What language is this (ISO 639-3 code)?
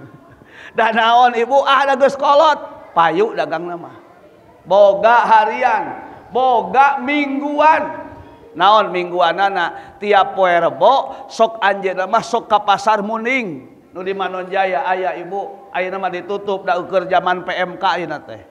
sun